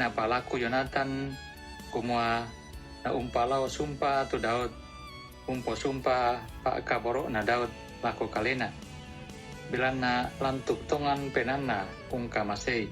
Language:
Toraja-Sa'dan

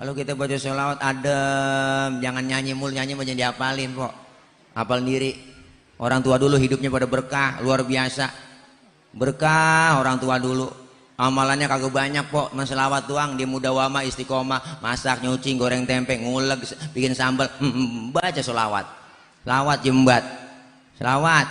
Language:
Betawi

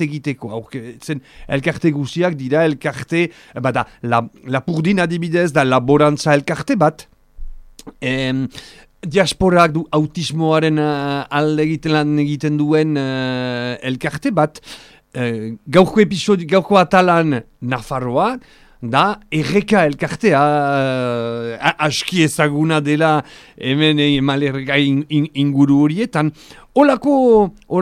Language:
Basque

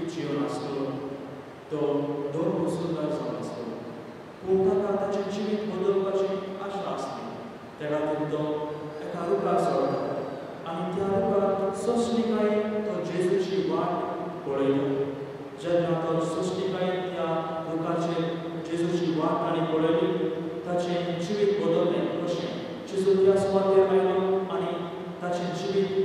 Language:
Konkani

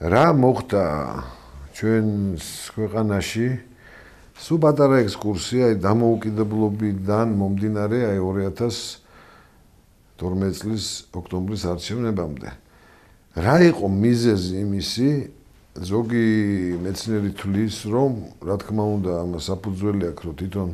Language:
Georgian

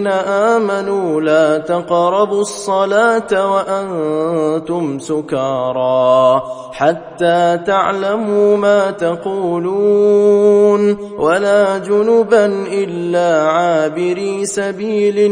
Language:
Arabic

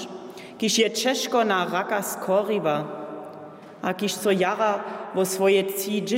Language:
Upper Sorbian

